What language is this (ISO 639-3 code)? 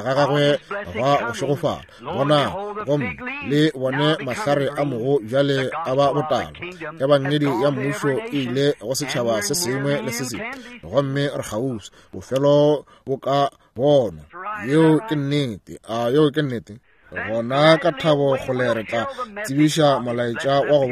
nso